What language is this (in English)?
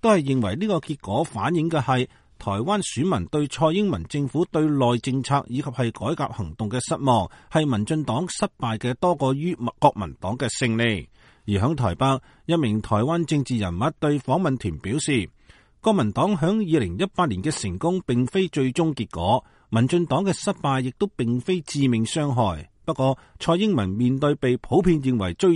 Cantonese